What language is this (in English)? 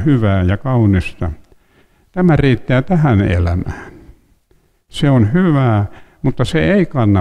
Finnish